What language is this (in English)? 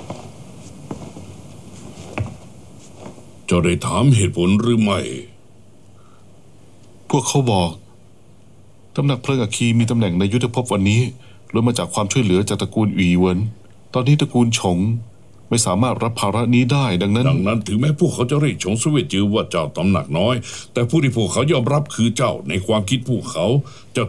Thai